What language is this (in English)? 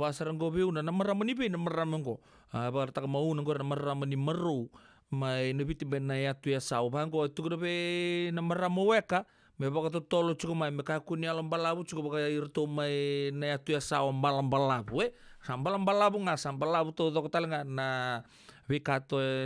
Fijian